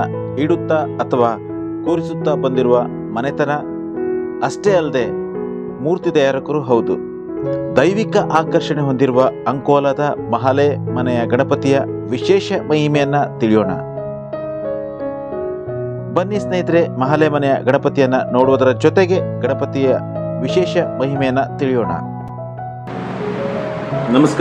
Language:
Kannada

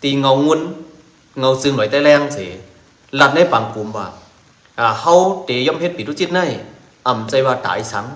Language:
Shan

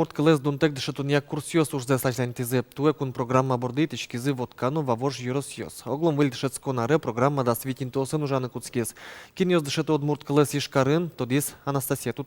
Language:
Udmurt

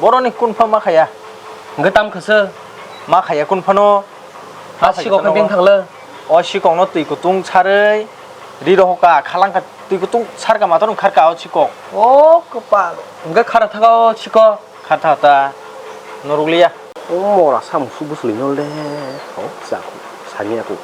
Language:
Kok Borok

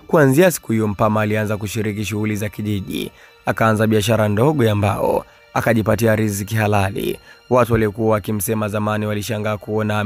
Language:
Swahili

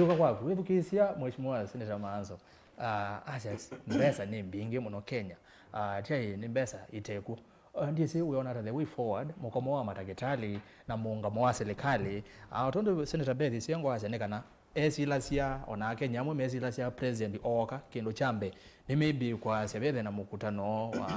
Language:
Kamba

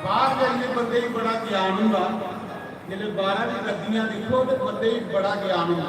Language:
Dogri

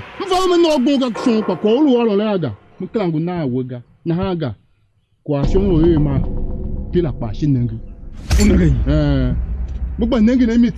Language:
Tiv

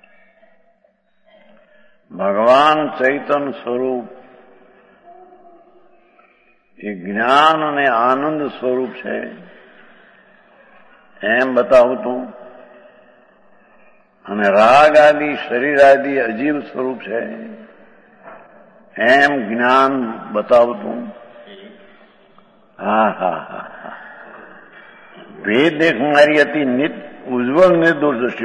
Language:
Gujarati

